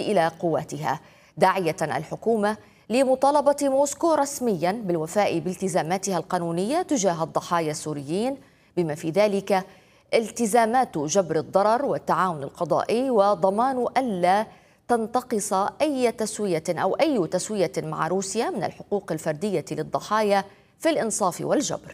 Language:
Arabic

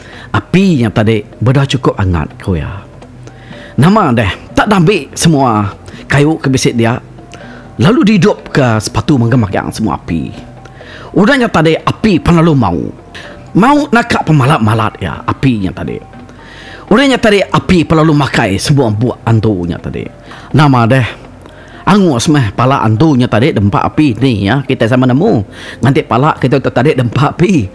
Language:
Iban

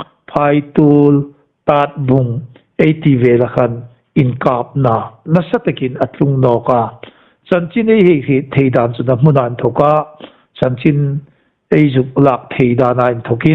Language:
Hmar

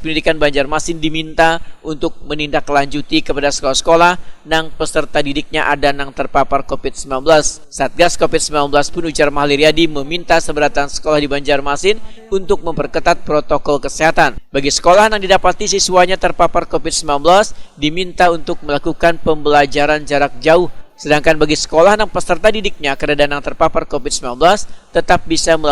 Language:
Banjar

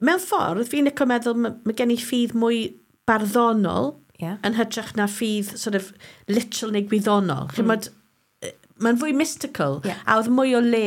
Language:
Welsh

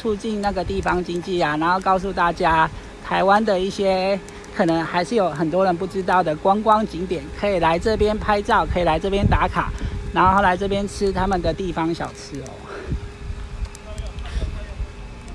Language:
Chinese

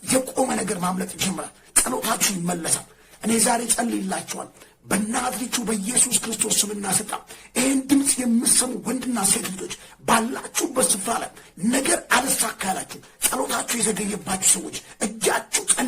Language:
Amharic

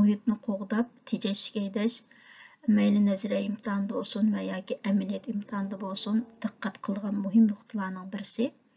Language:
Uyghur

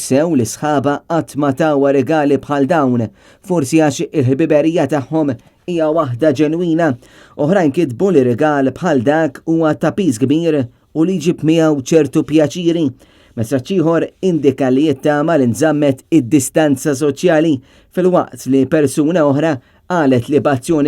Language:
Maltese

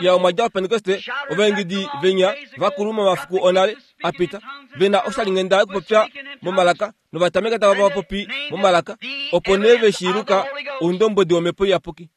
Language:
Kuanyama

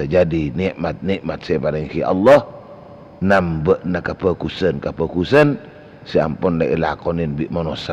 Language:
Madurese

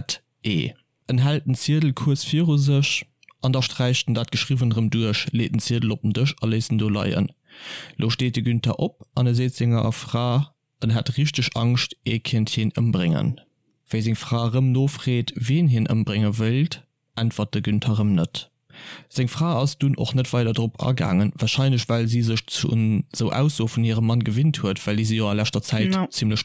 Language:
Luxembourgish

